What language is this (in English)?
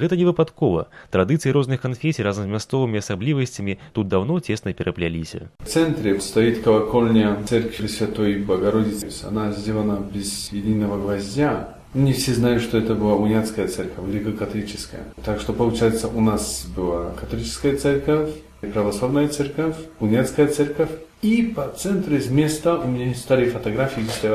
Belarusian